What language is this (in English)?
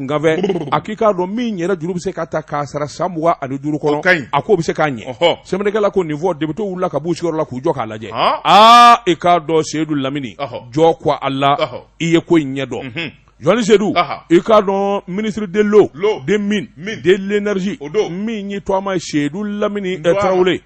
Bambara